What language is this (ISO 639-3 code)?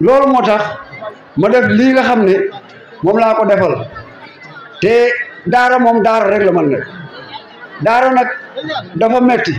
wol